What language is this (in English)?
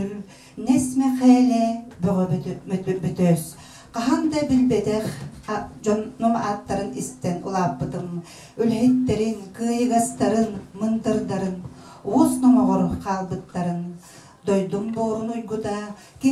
Yakut